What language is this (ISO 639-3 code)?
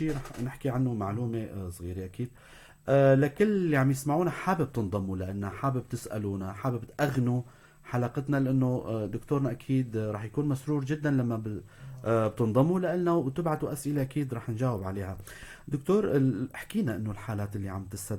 apc